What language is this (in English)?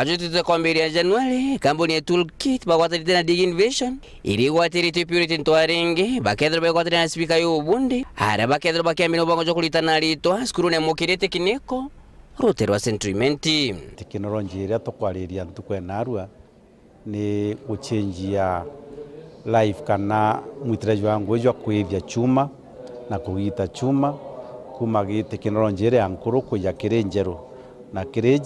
Meru